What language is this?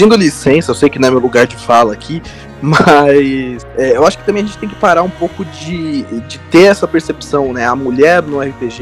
Portuguese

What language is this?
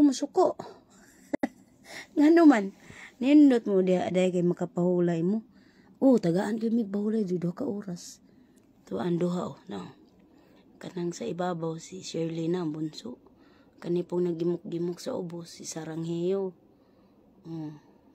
Cebuano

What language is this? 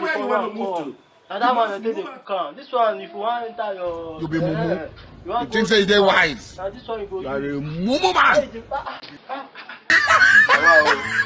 Nigerian Pidgin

